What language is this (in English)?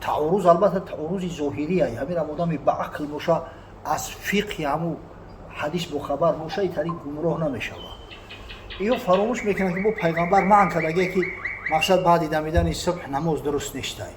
Tajik